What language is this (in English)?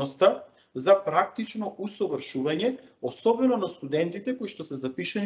Macedonian